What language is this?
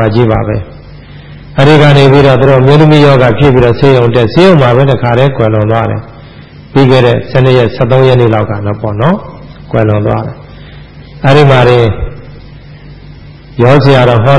Burmese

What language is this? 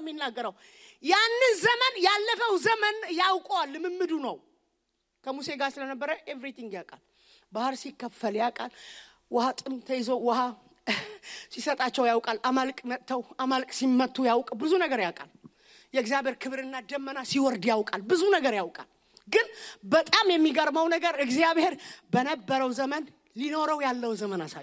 Amharic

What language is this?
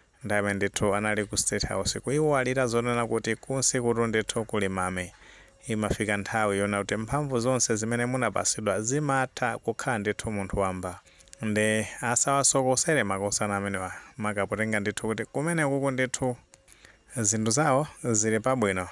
Nyanja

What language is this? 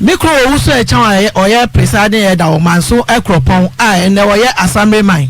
Akan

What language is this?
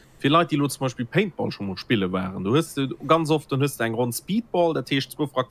Luxembourgish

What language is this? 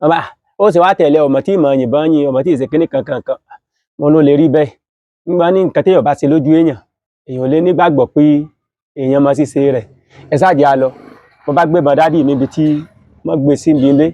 Yoruba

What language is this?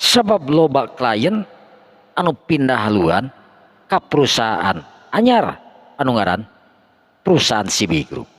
Sundanese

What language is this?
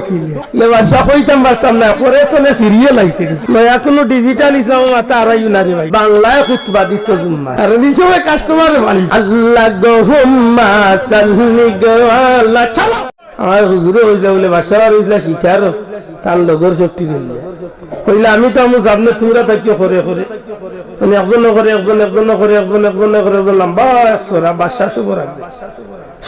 Sylheti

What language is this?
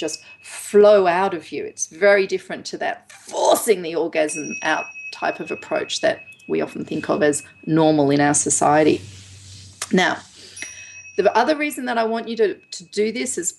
English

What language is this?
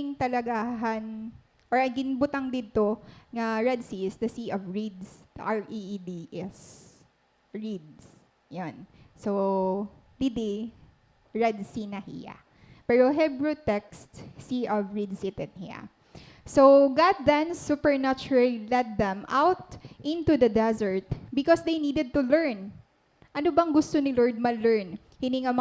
Waray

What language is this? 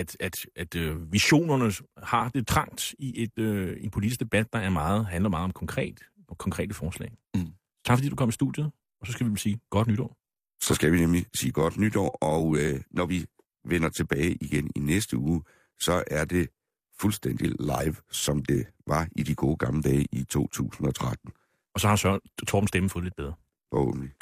Danish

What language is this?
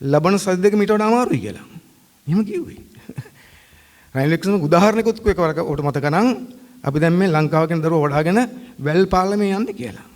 Sinhala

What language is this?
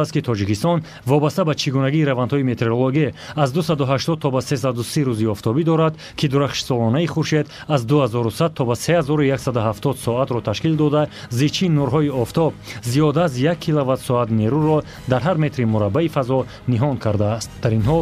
Tajik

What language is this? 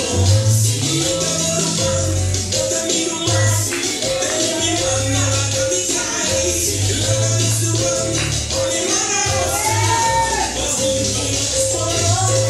Papiamento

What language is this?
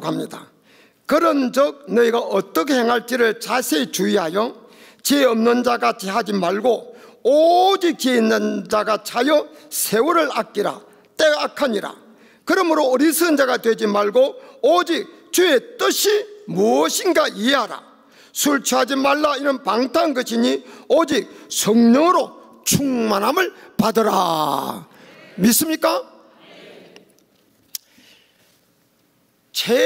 Korean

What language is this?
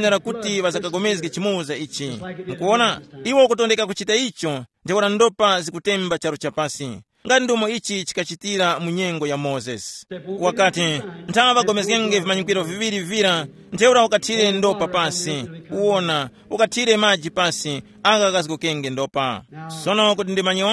Tumbuka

